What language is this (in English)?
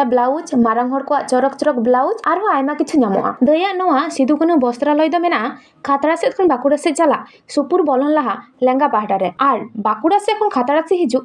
Santali